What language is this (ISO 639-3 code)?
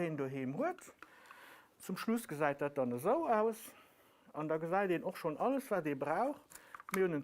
ltz